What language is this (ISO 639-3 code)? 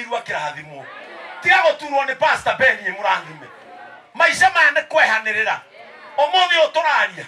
kik